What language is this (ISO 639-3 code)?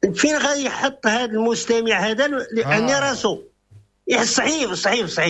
ary